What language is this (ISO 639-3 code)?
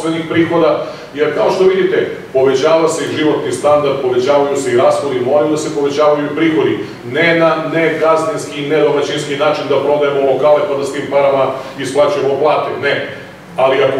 srp